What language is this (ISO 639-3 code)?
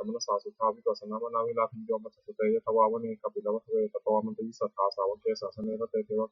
pli